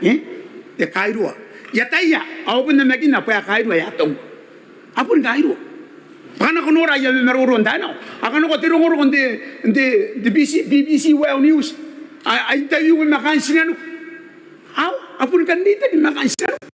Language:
Gilbertese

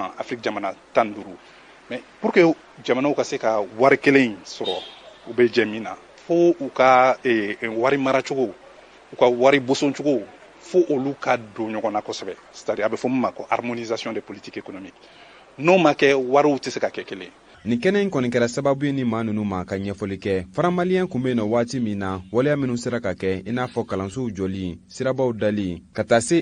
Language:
Bambara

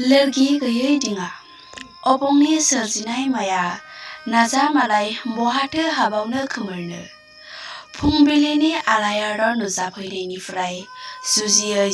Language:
Bodo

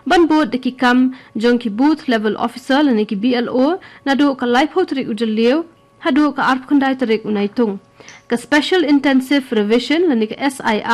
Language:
Khasi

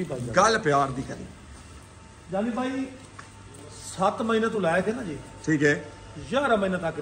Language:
Punjabi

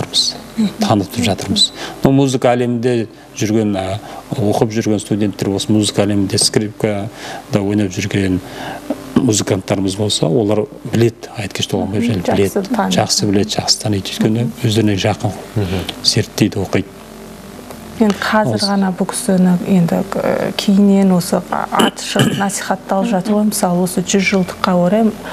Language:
Kazakh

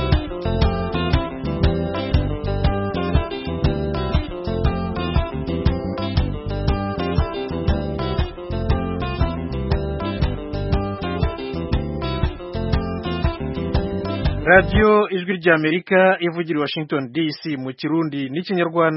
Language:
Kinyarwanda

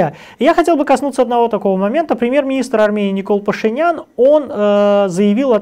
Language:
Russian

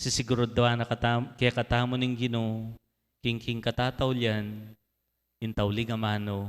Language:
Pampanga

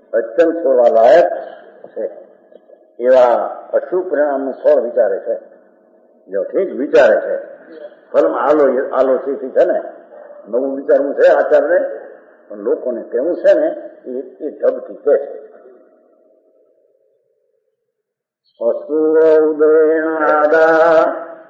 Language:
Gujarati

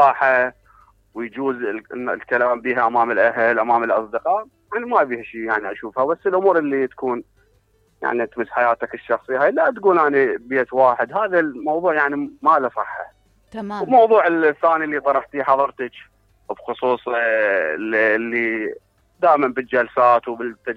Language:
Mesopotamian Arabic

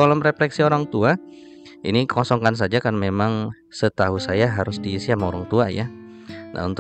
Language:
Indonesian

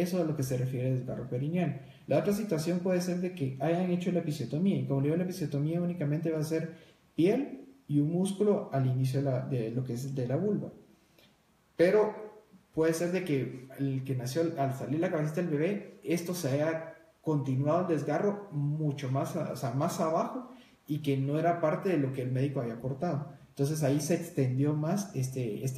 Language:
Spanish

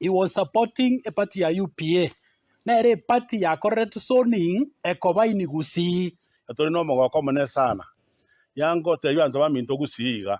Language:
Gusii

